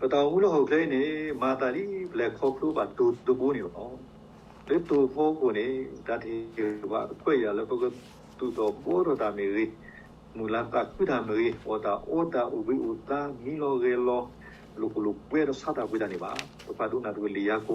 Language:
S'gaw Karen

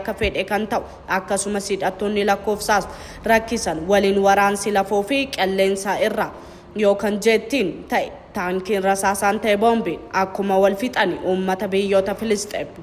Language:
Oromo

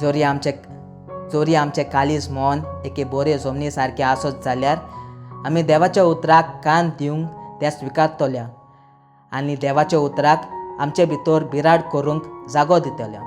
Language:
Konkani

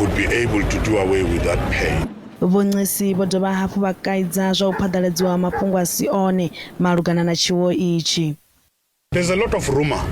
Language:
Venda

